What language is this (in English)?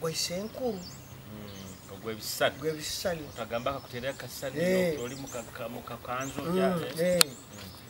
Nyoro